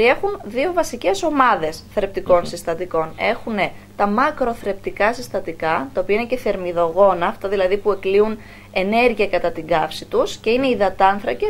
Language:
Greek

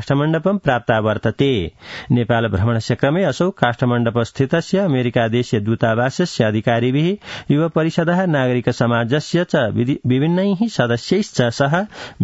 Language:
Sanskrit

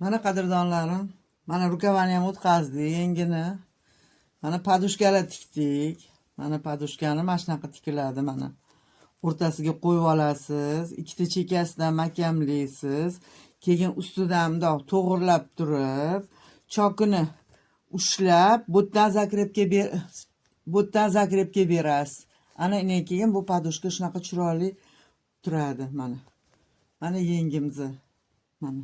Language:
Uzbek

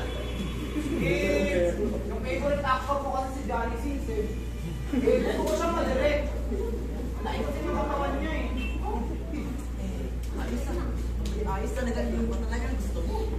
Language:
Filipino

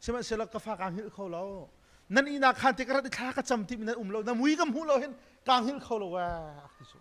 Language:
Hakha Chin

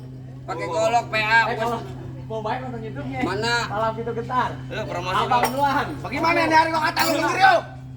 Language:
Betawi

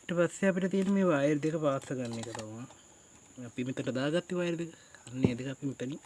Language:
Sinhala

